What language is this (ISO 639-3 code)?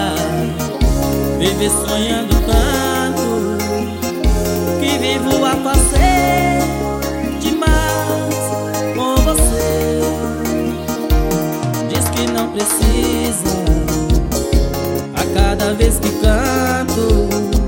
por